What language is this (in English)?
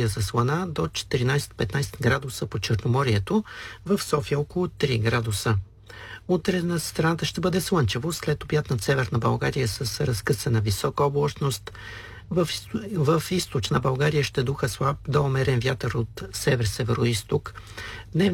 Bulgarian